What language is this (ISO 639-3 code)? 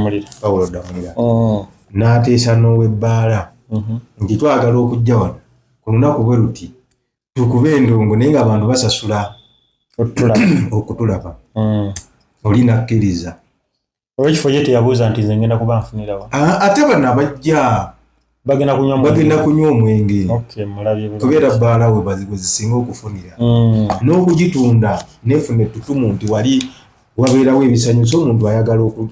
lug